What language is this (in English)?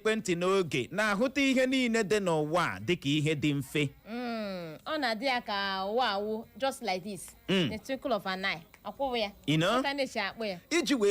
Igbo